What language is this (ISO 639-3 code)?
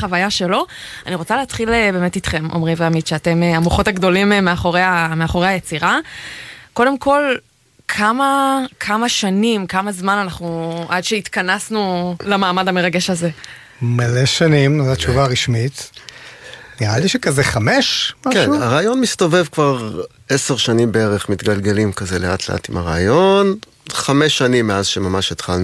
heb